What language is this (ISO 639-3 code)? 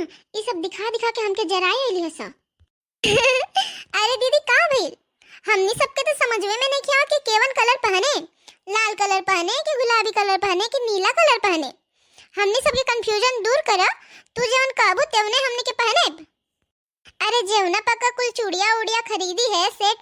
bho